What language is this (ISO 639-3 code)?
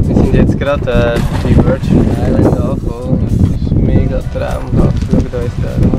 gsw